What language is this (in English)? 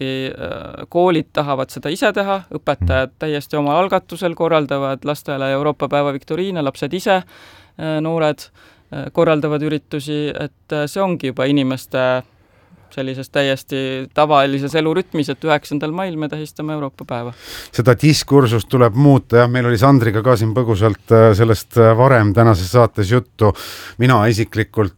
Estonian